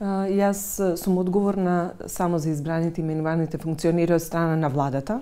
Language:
Macedonian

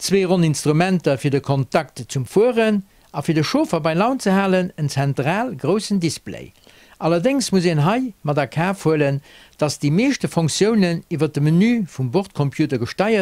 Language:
Luxembourgish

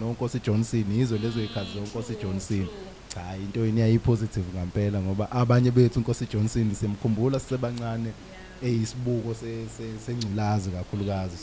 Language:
Zulu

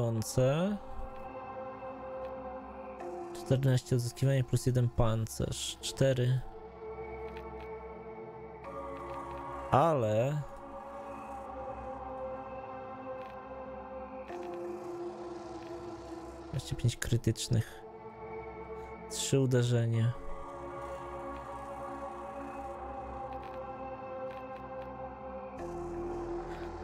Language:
Polish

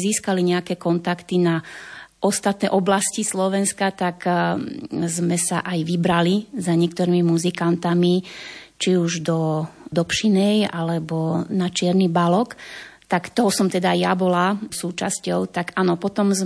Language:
Slovak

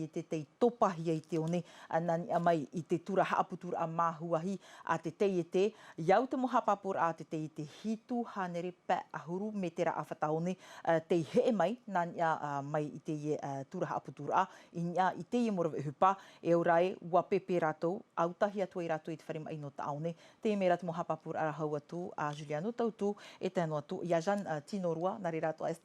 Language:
Tahitian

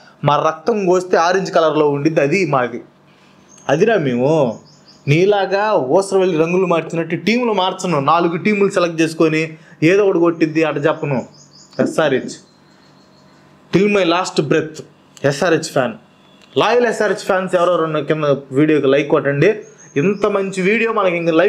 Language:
Telugu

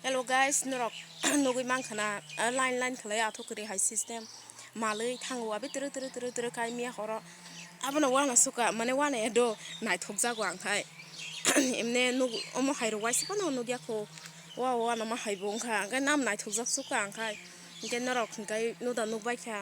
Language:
Kok Borok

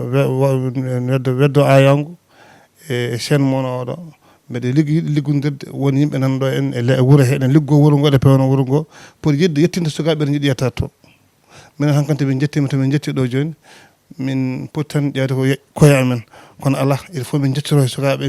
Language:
Fula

